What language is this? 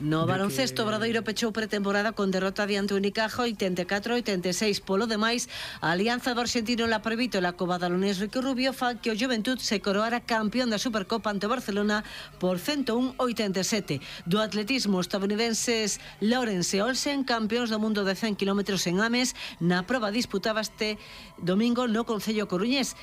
Galician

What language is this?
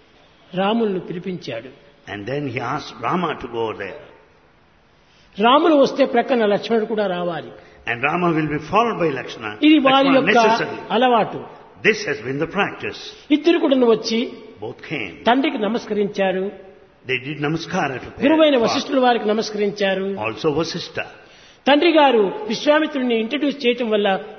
Telugu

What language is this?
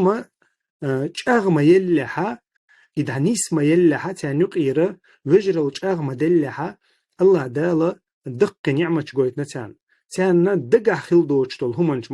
Chechen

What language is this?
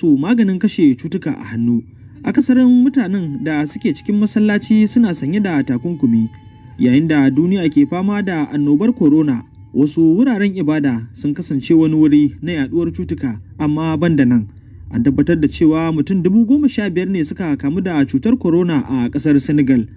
Hausa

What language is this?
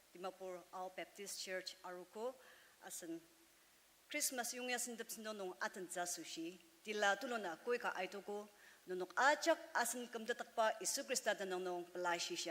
Ao Naga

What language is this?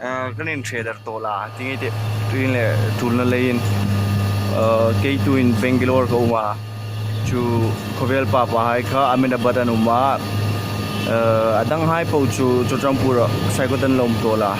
Hmar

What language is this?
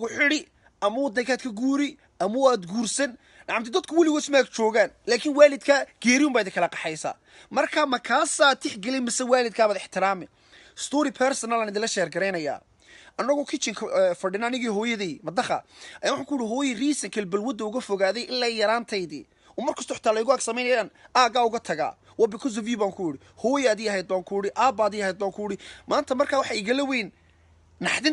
Somali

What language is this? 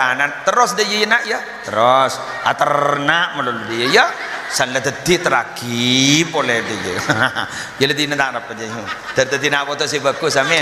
Madurese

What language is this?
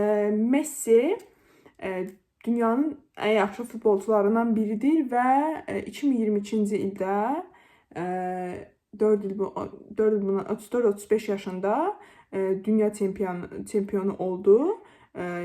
Azerbaijani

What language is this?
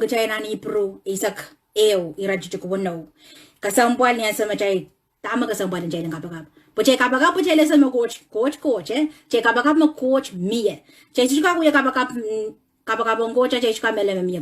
Pohnpeian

